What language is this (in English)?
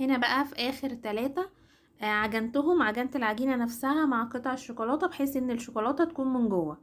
Egyptian Arabic